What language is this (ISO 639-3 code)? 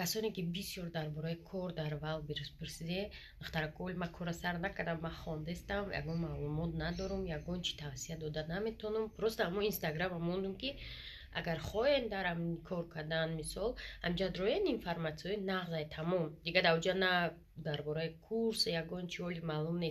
tgk